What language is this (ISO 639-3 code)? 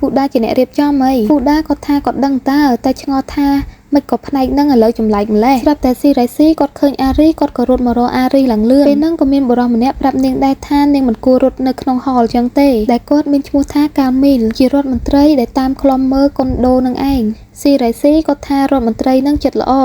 khm